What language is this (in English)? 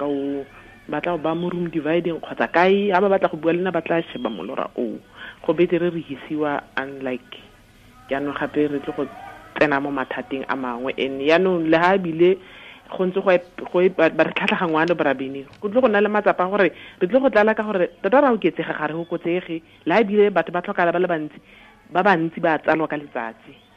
Tswana